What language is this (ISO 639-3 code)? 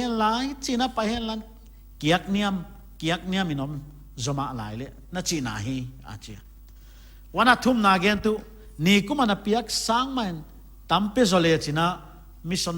pck